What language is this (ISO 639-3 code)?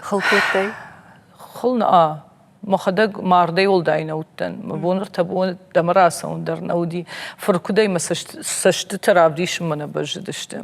oss